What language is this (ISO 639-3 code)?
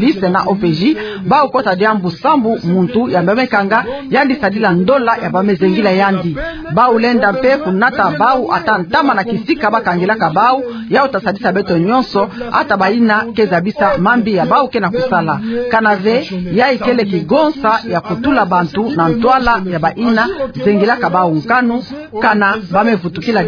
ktu